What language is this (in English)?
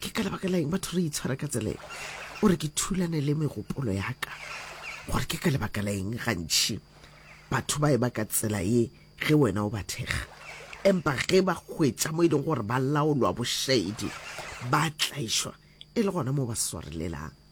Northern Sotho